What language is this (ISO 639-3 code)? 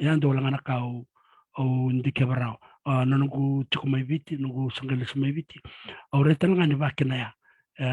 fij